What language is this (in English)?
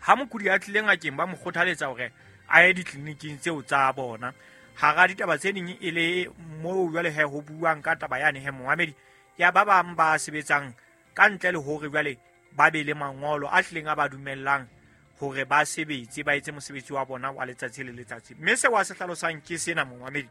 Southern Sotho